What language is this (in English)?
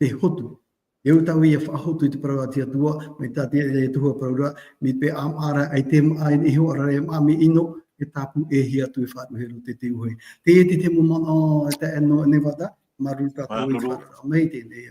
Tahitian